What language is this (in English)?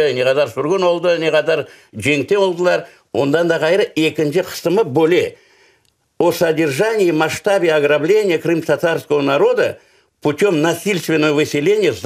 Crimean Tatar